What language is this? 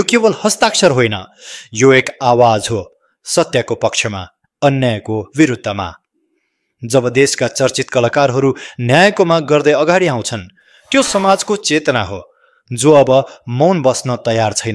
Nepali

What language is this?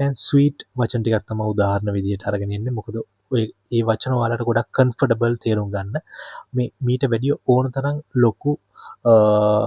Sinhala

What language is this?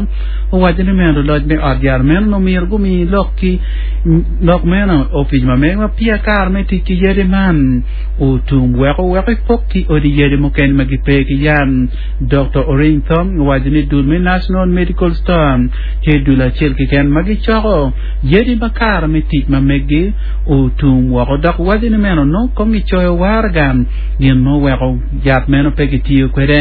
Acoli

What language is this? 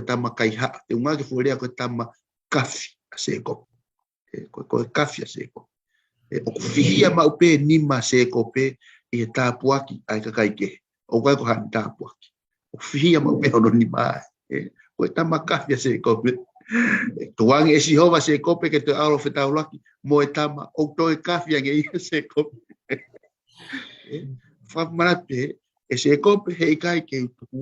Tongan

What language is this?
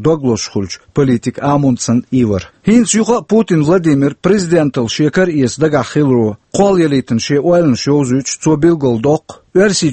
Chechen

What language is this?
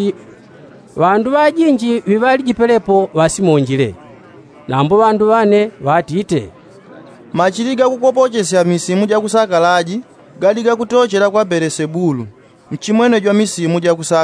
Yao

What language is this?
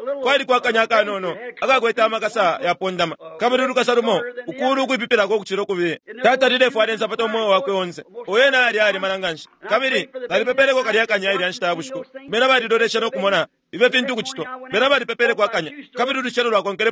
Bemba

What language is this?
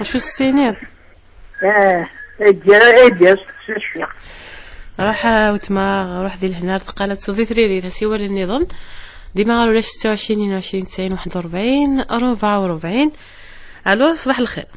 Kabyle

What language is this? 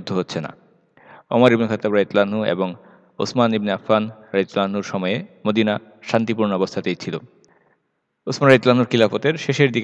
Bangla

